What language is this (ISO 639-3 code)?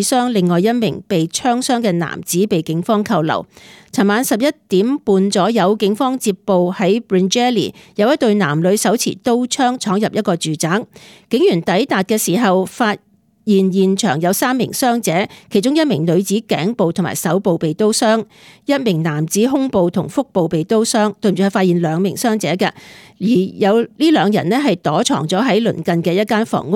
yue